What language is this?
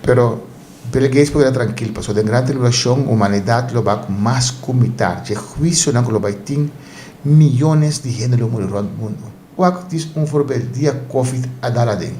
Papiamento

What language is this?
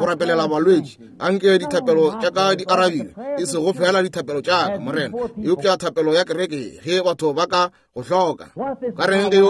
Northern Sotho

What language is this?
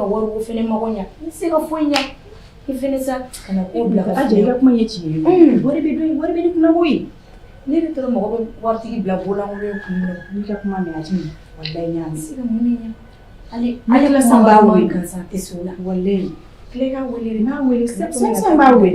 Bambara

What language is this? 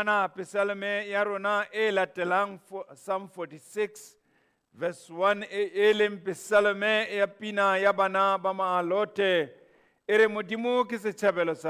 Southern Sotho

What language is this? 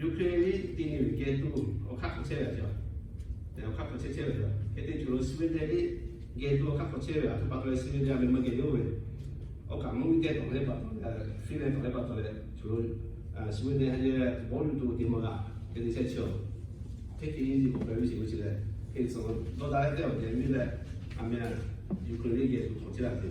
Lahu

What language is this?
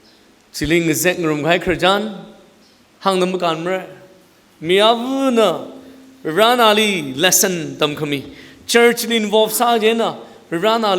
Tangkhul Naga (India)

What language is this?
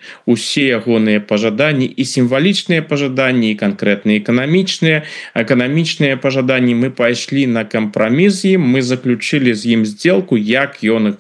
Belarusian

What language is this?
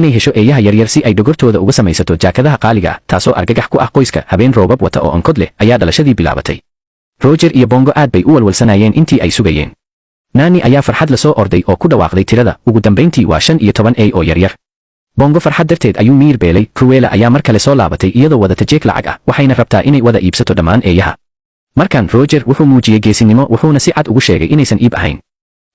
Somali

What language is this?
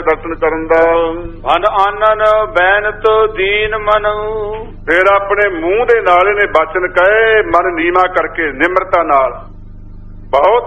Punjabi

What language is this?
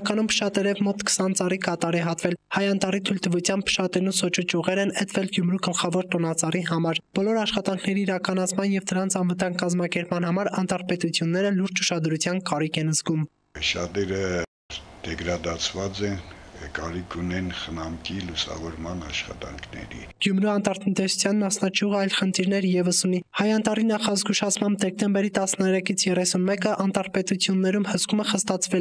Armenian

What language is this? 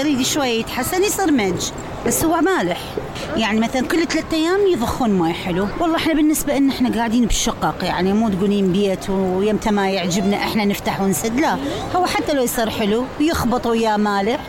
Mesopotamian Arabic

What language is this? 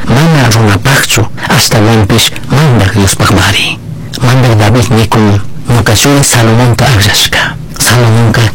Chimborazo Highland Quichua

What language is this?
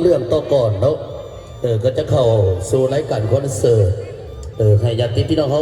Northeastern Thai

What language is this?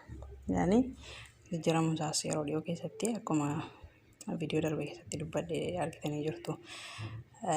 Oromo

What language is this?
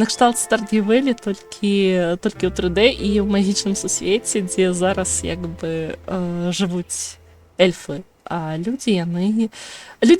Belarusian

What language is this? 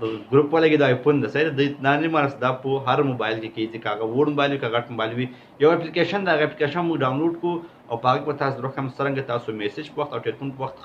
Pashto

